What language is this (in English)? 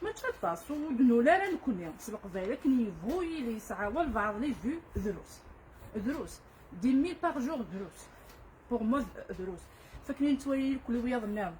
Kabyle